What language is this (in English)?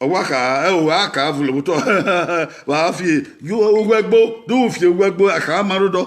Bini